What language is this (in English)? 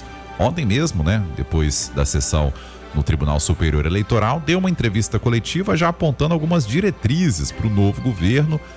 Portuguese